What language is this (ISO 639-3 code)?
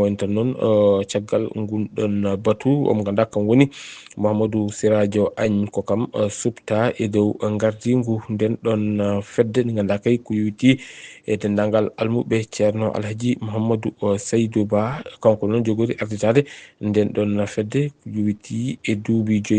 ful